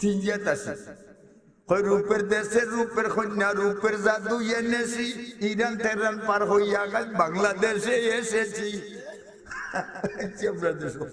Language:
Sylheti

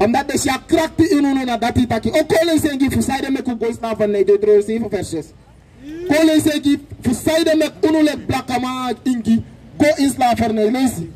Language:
Sranan Tongo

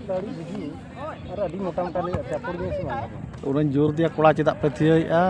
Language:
Santali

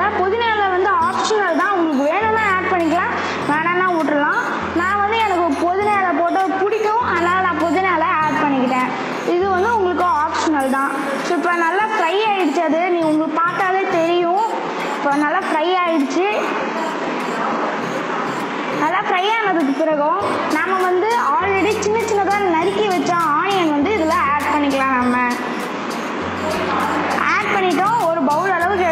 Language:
Tamil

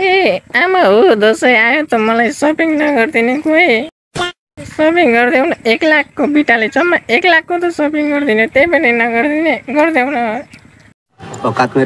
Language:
Nepali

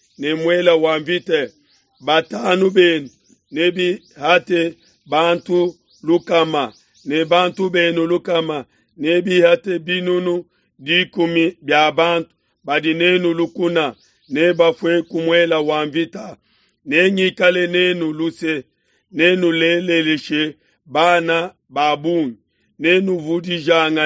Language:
Luba-Lulua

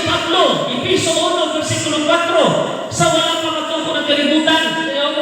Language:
Cebuano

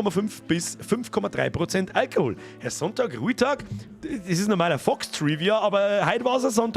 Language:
Bavarian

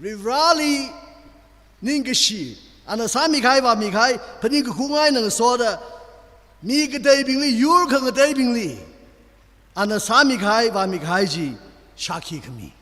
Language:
Tangkhul Naga (India)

